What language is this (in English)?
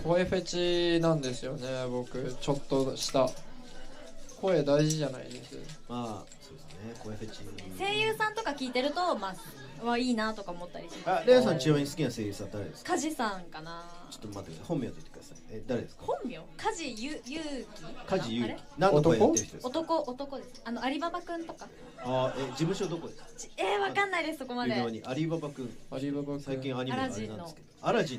Japanese